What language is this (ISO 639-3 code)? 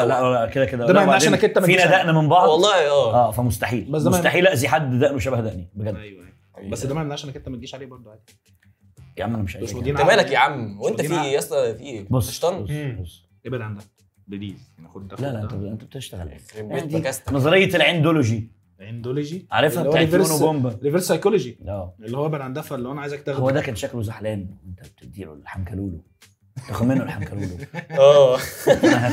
arz